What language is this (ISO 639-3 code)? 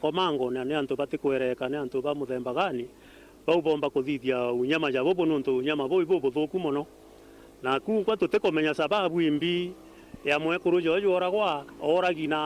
mer